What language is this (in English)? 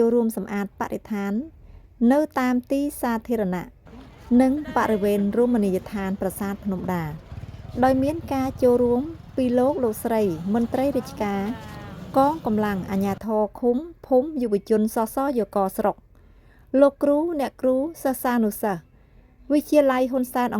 Khmer